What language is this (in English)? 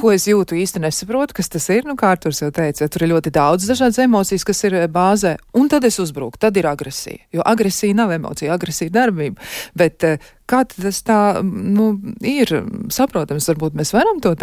Latvian